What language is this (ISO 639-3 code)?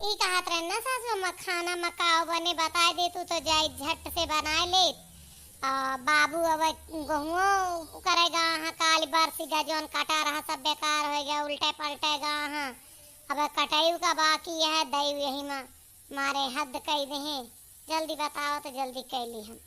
awa